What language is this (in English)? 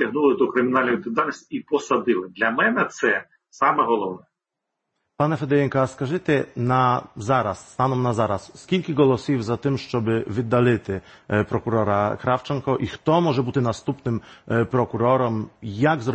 Ukrainian